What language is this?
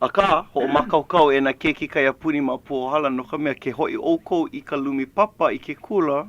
Hawaiian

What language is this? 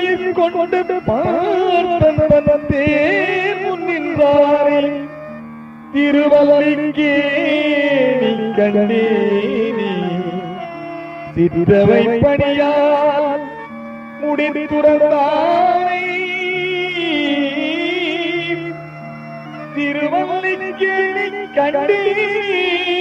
Tamil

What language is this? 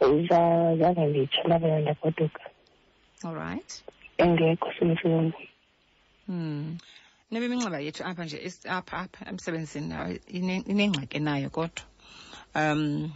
Xhosa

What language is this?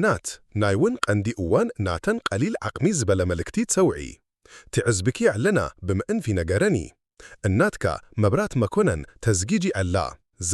Tigrinya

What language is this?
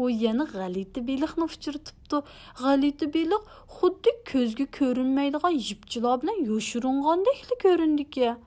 Uyghur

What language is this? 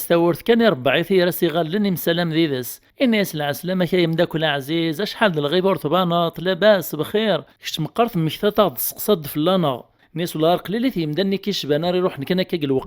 Kabyle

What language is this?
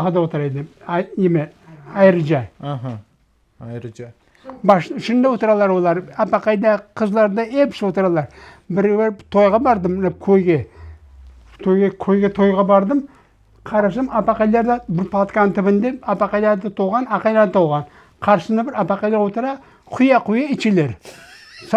Crimean Tatar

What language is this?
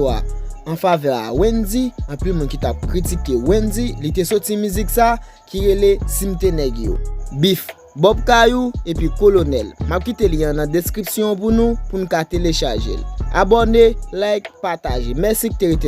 Haitian Creole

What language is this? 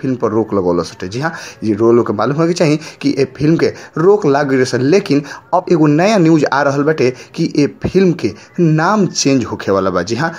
Bhojpuri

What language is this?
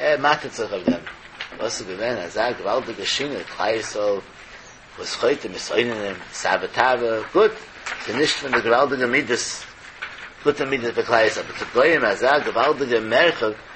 Yiddish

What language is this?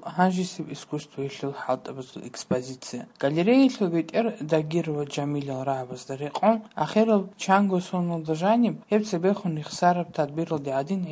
Avaric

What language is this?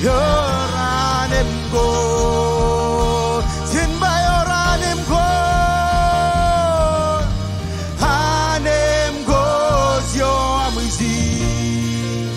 Marshallese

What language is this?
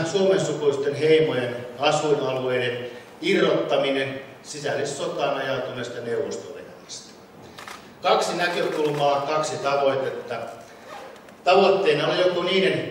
Finnish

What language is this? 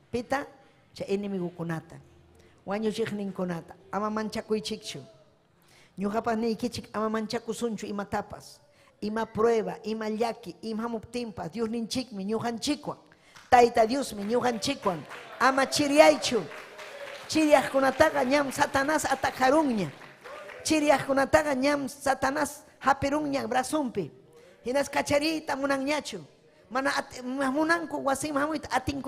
Ayacucho Quechua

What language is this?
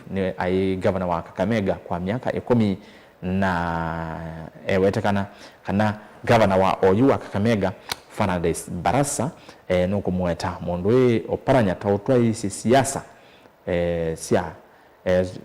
Kamba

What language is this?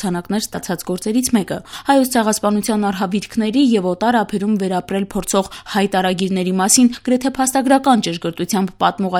Armenian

